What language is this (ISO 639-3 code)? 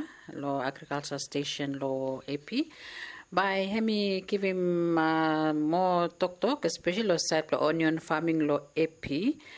bis